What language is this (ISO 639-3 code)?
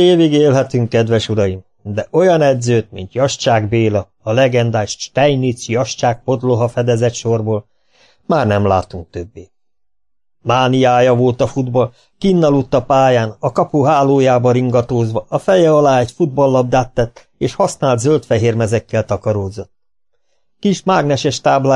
hun